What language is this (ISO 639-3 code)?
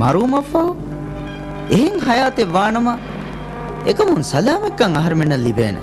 div